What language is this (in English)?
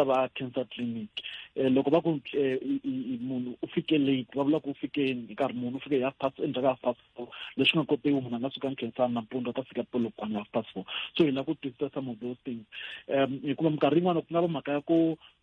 Tsonga